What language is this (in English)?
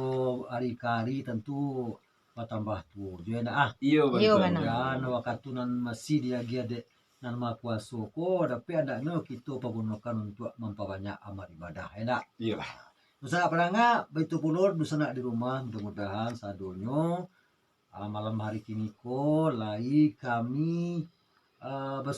Minangkabau